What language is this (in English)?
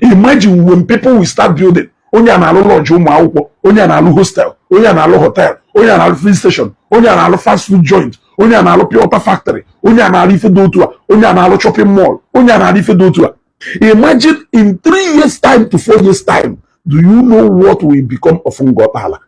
Igbo